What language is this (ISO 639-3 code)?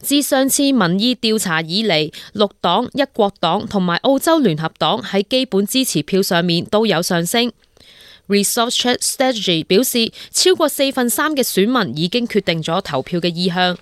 yue